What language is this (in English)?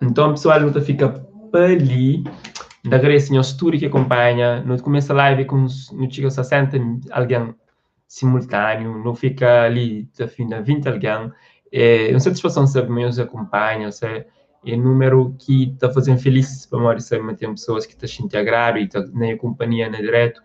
Kabuverdianu